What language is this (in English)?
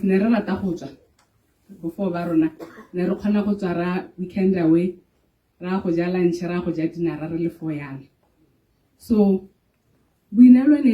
Tswana